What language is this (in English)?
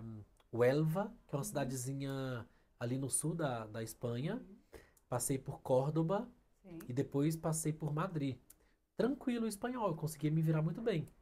Portuguese